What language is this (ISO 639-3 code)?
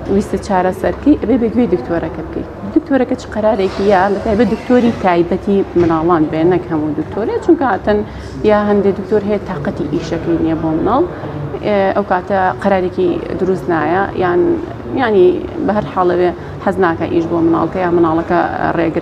ckb